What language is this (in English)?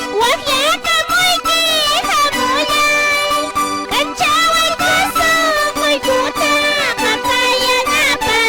Quechua